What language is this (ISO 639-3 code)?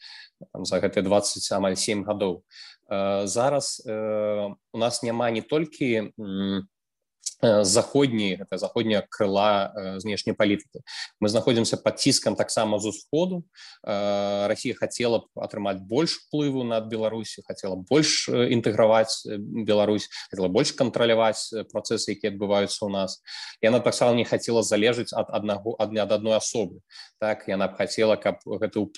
bel